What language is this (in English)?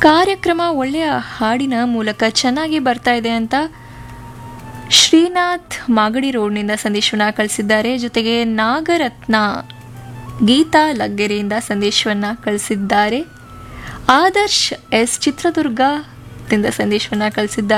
Kannada